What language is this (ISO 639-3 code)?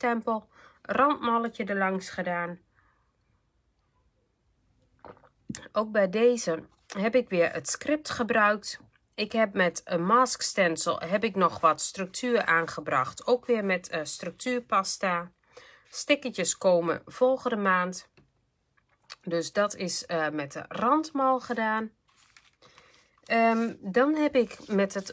nld